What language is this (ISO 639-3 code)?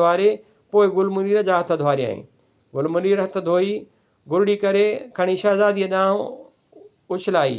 snd